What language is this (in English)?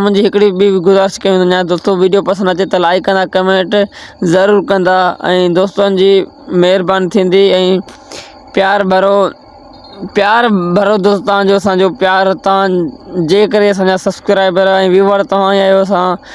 Sindhi